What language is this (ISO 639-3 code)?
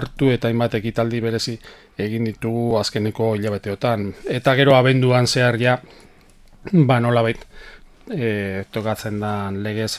eus